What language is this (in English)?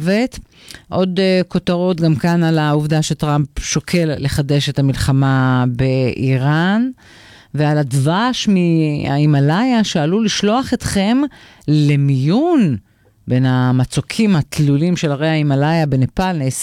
Hebrew